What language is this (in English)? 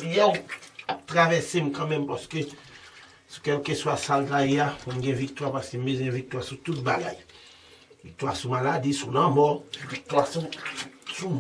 Haitian Creole